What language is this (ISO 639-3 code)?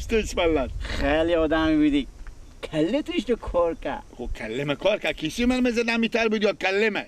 fas